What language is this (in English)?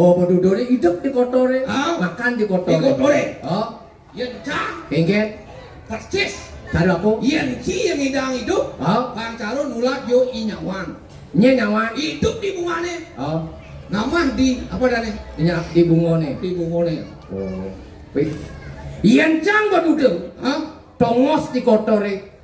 Balinese